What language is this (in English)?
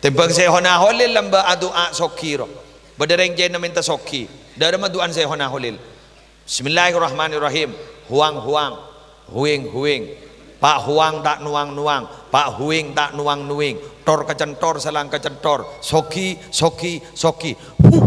Madurese